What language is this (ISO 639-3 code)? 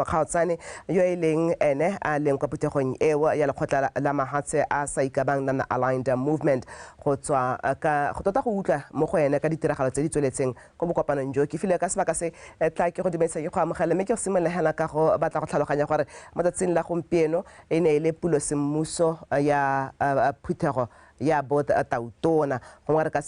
tsn